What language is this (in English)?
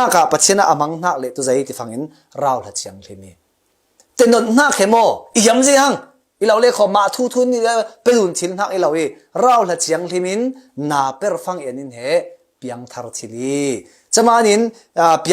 Falam Chin